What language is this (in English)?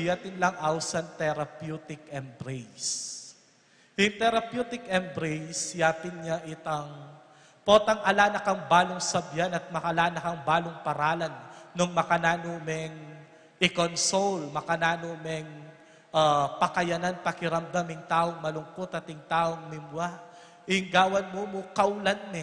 Pampanga